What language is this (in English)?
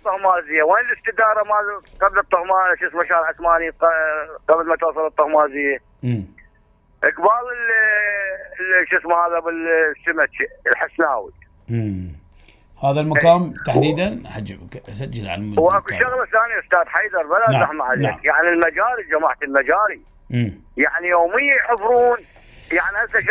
Mesopotamian Arabic